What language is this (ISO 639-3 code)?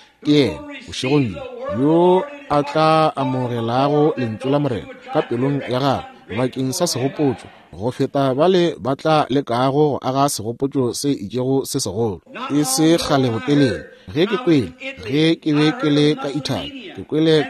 nso